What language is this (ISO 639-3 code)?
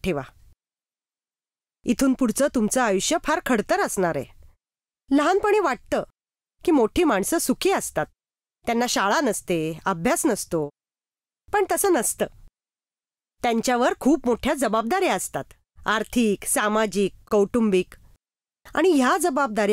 mar